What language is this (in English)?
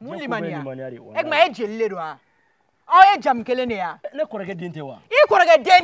Bambara